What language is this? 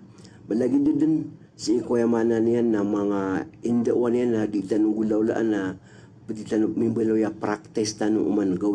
Maranao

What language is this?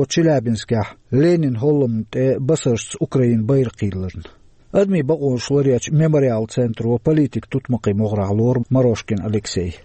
Chechen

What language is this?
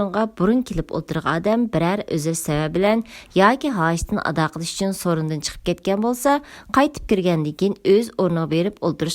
Uyghur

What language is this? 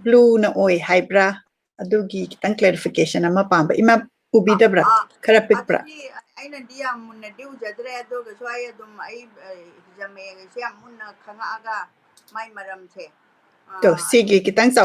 Manipuri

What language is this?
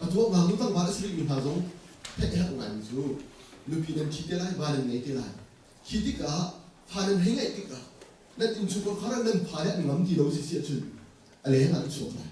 Hakha Chin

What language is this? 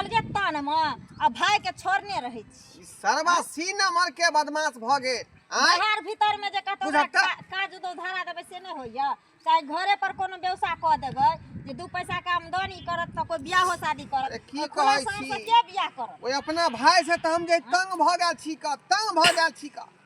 Maithili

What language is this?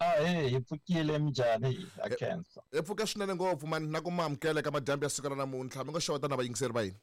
Tsonga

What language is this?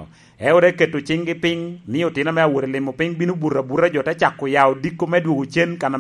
Lango (Uganda)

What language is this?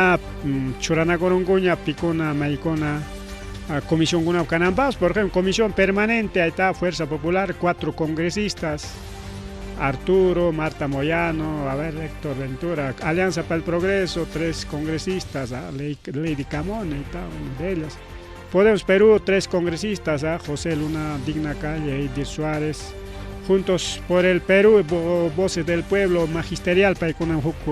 Ayacucho Quechua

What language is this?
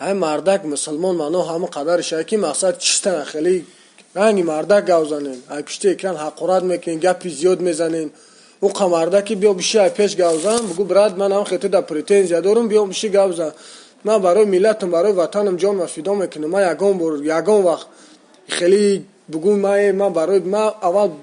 Tajik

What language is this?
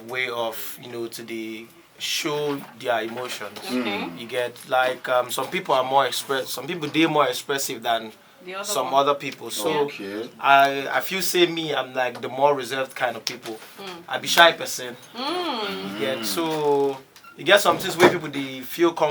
Nigerian Pidgin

